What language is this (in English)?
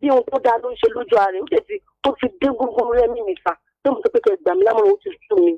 Yoruba